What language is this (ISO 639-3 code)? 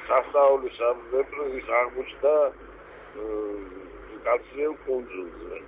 kat